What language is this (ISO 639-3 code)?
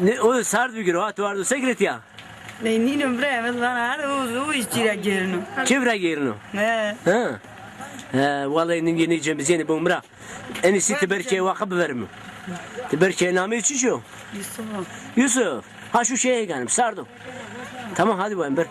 zza